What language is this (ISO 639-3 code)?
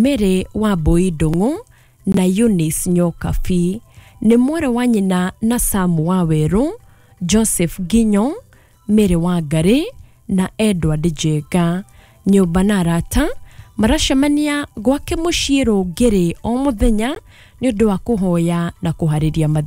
kik